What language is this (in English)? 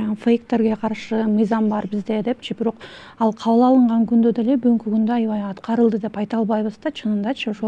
Kyrgyz